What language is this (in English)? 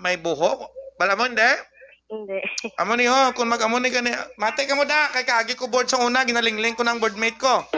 Hiligaynon